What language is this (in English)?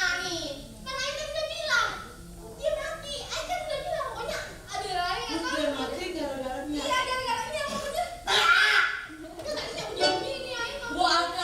Betawi